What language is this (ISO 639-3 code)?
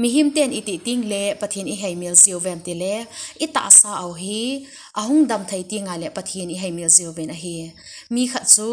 tcz